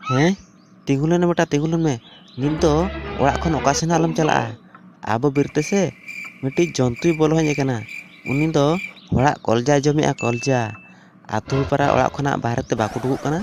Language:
Santali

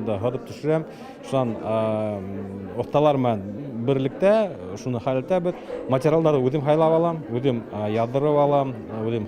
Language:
Bashkir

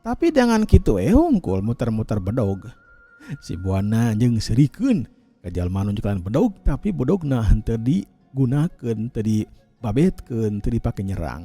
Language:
Sundanese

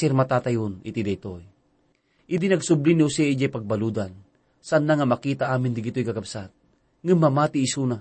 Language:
Iloko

